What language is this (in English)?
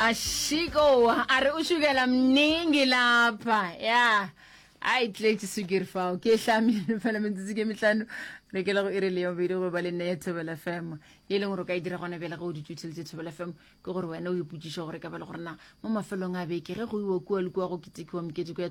Northern Sotho